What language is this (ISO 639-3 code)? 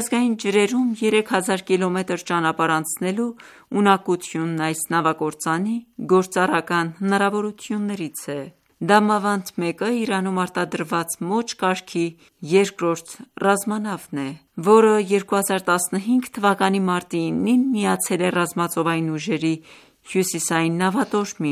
hye